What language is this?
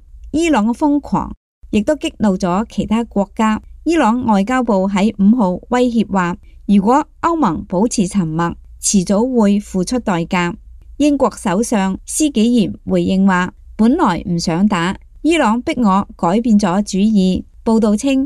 Cantonese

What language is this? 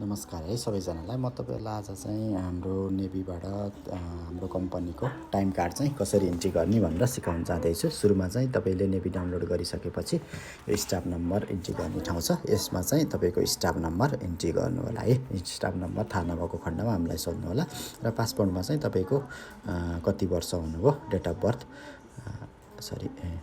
Nepali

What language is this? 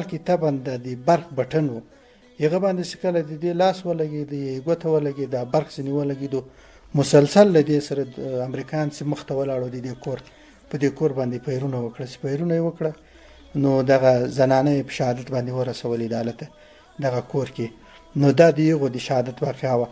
Pashto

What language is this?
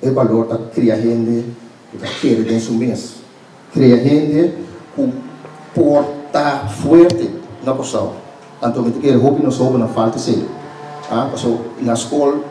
Papiamento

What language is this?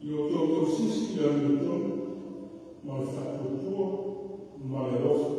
Samoan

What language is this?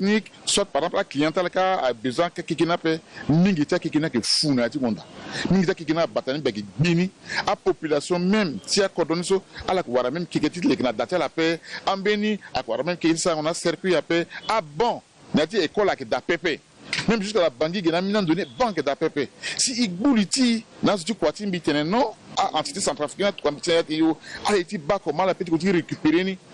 Sango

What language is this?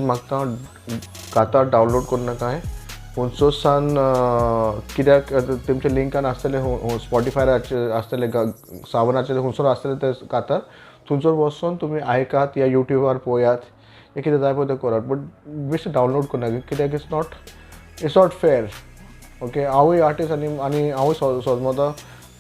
Konkani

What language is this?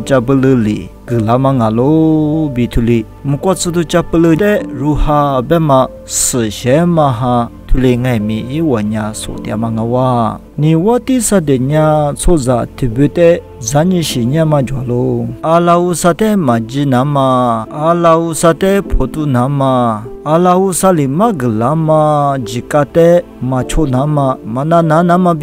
Lisu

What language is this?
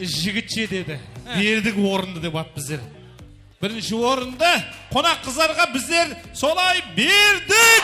Kara-Kalpak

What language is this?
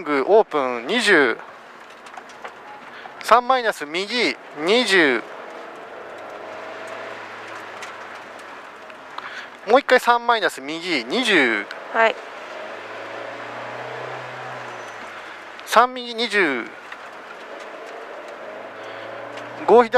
Japanese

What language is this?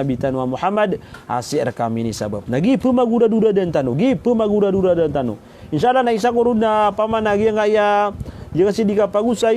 Maranao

